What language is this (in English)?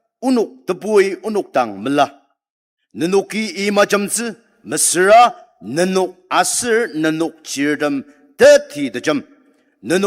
Ao Naga